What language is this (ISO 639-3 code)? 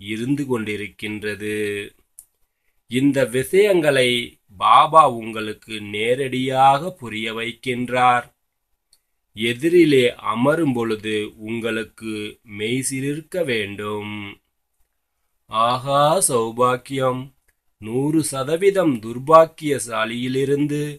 tam